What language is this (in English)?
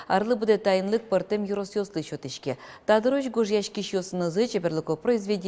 Udmurt